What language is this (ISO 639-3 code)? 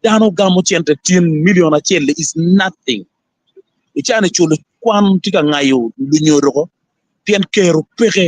ach